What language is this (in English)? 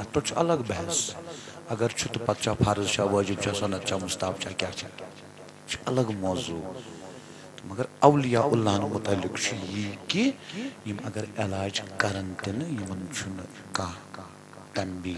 Kashmiri